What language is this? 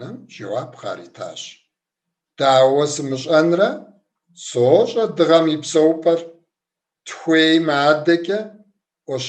Kabardian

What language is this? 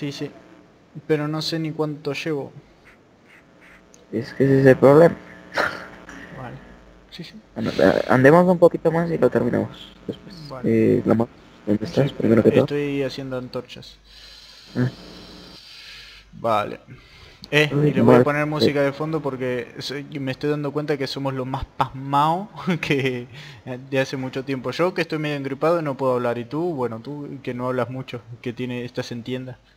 Spanish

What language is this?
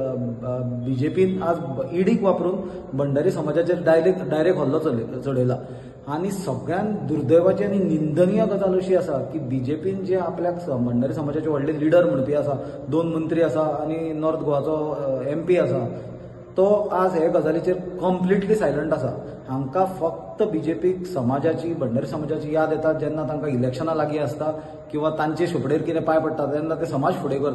Konkani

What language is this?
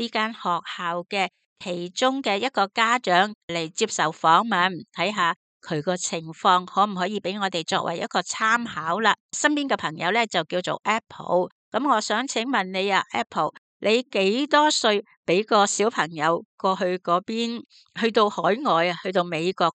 Cantonese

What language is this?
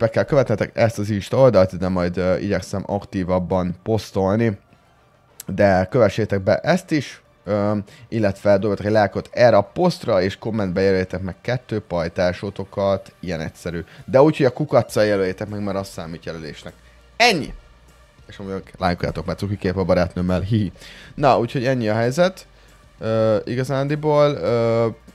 Hungarian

